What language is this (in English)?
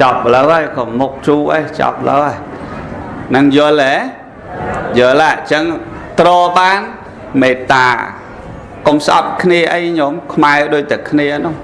Khmer